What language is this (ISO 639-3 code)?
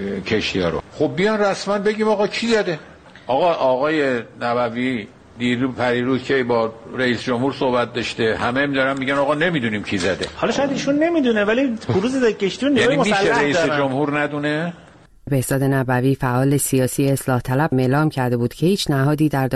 fas